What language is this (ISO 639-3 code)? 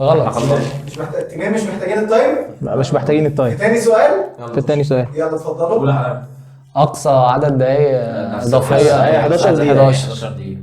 arz